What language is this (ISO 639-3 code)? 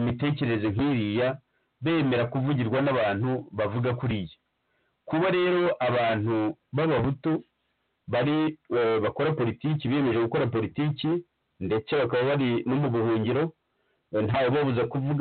kin